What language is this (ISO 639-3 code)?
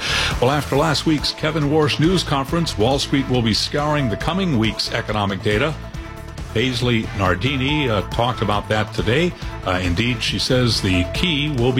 eng